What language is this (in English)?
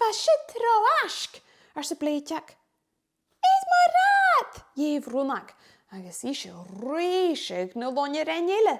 Scottish Gaelic